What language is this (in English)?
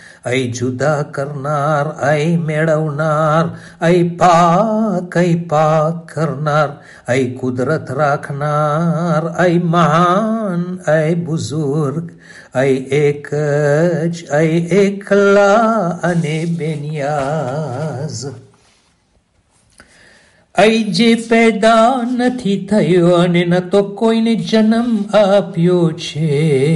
Gujarati